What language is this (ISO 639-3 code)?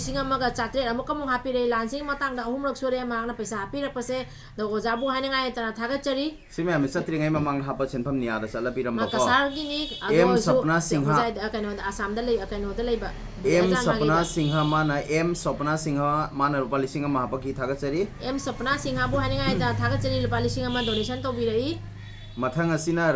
mni